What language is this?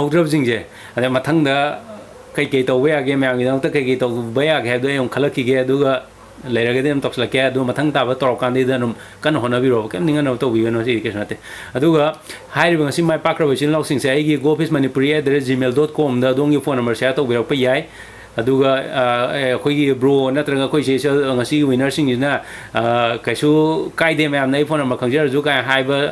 Manipuri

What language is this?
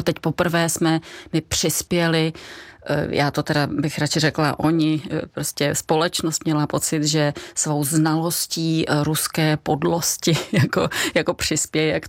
Czech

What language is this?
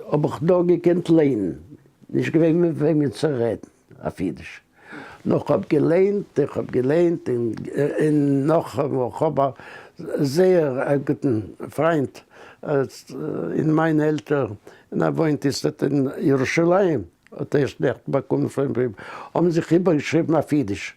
Yiddish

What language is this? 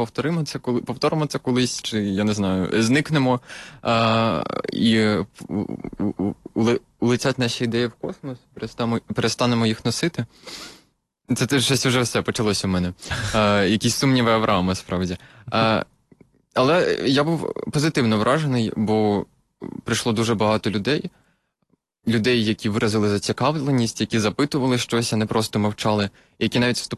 Ukrainian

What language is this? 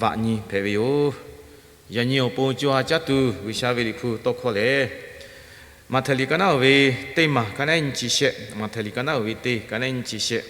Lahu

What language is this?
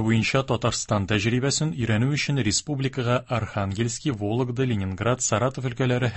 Tatar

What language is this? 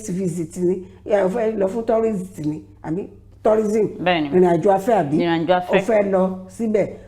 Yoruba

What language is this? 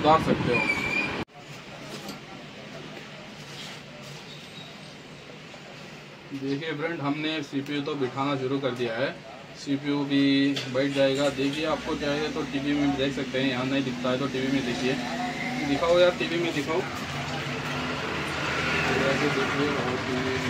Hindi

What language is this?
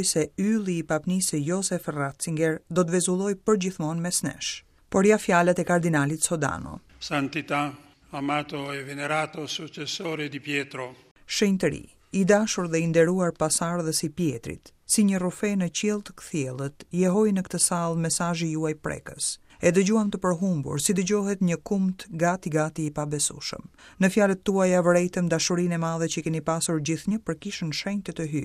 Albanian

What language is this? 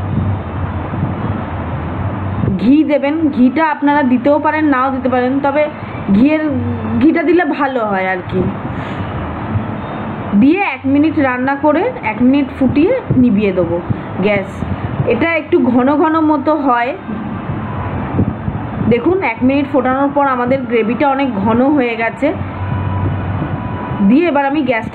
Bangla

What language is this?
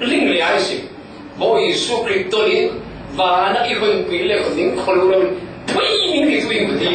Falam Chin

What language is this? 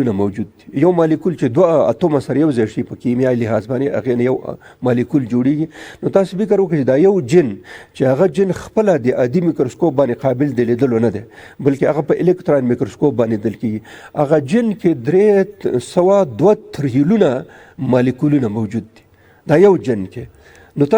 Pashto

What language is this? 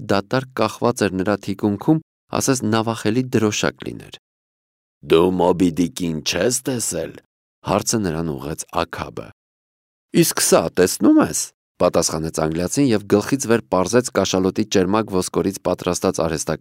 Armenian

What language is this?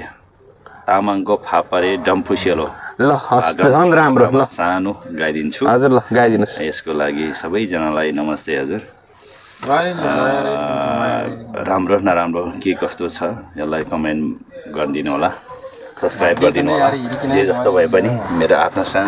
Nepali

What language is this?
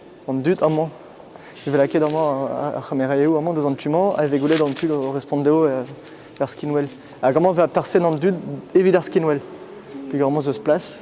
Breton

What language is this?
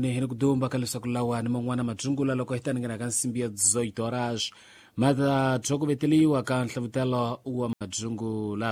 Tsonga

